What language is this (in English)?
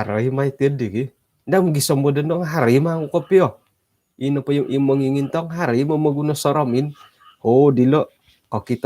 Central Dusun